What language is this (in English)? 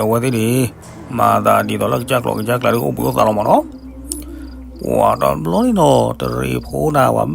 S'gaw Karen